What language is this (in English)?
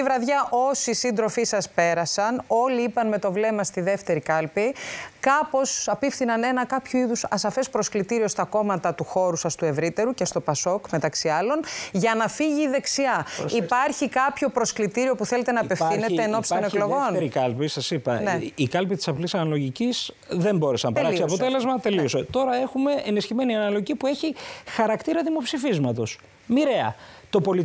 Greek